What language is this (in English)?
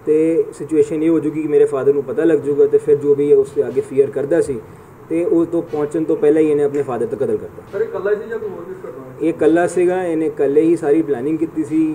Punjabi